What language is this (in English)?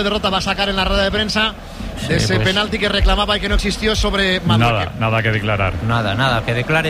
Spanish